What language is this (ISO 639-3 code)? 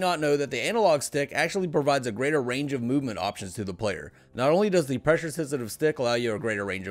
eng